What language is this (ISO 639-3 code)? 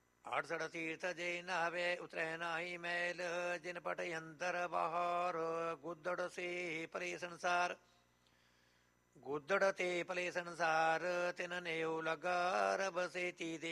pan